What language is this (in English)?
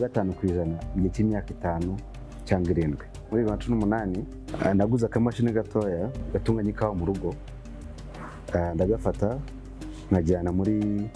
Kinyarwanda